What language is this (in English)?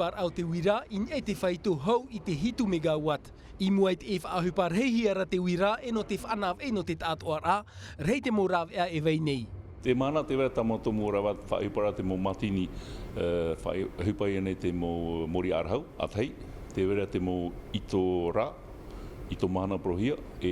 Tahitian